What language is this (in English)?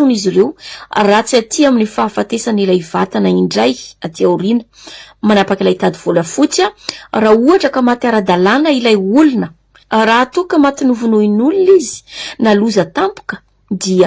Malagasy